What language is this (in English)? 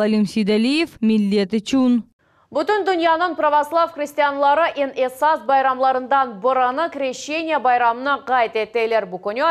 Crimean Tatar